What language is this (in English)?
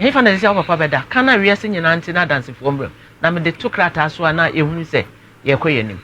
Akan